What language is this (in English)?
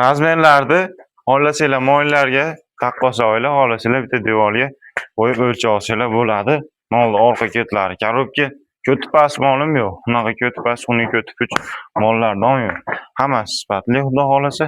Uzbek